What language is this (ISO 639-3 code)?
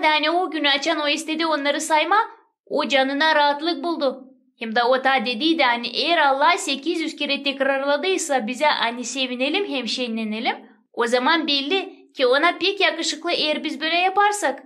gag